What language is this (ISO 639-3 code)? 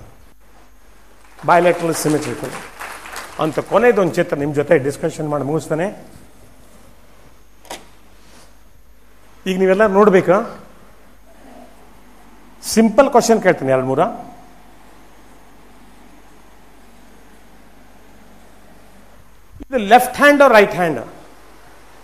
kan